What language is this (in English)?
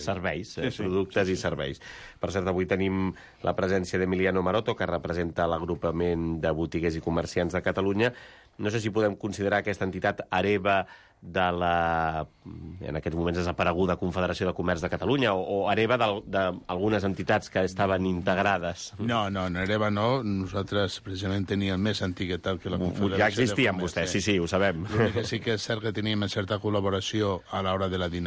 Catalan